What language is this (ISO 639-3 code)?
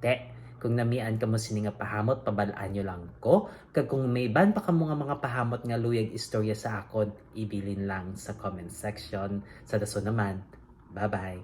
hil